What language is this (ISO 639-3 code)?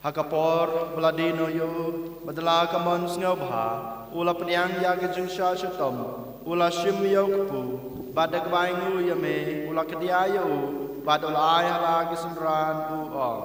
kha